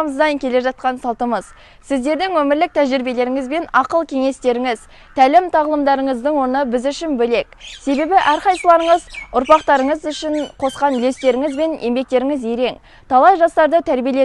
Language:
Kazakh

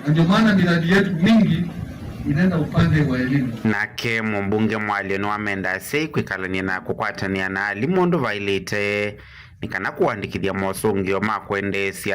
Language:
Kamba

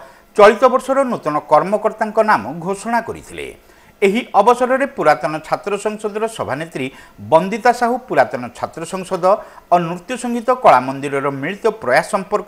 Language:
Odia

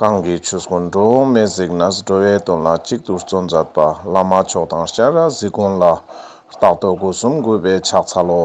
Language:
Ladakhi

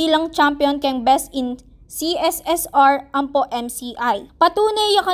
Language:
Pampanga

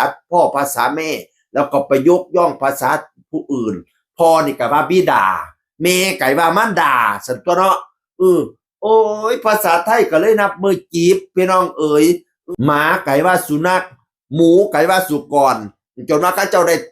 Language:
Northeastern Thai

